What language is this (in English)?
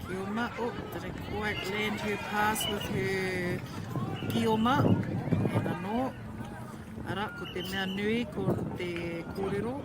Māori